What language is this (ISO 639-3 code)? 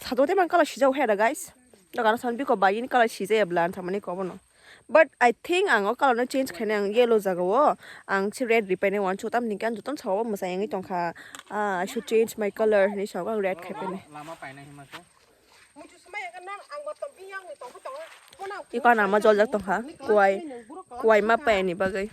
trp